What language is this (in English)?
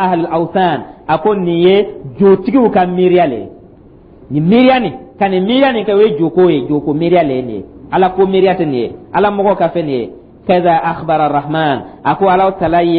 Dyula